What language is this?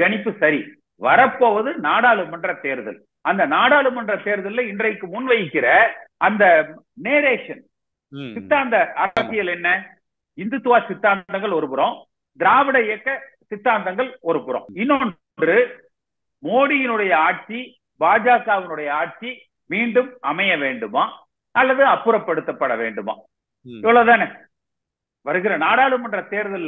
Tamil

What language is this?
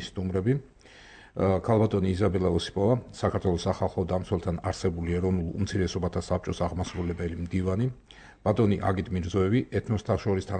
Georgian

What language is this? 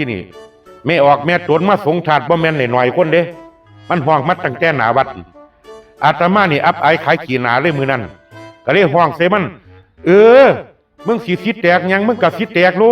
Northeastern Thai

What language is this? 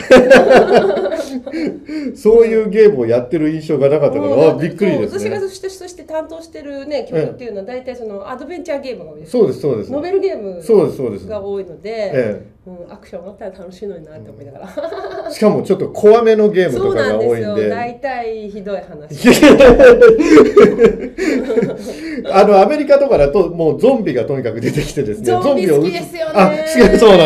Japanese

